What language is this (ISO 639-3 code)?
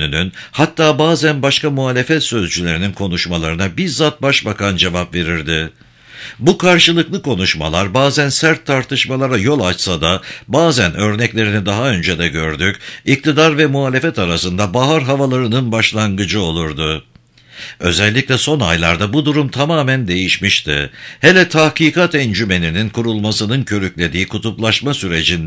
tur